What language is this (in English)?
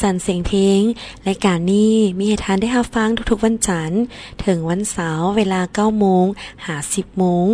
Lao